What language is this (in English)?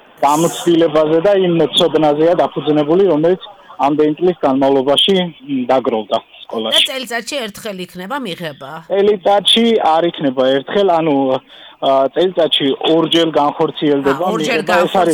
Georgian